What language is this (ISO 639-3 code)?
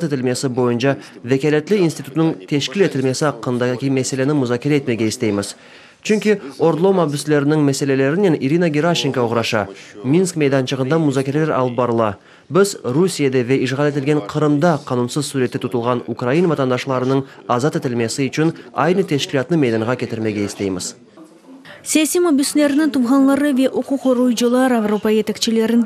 crh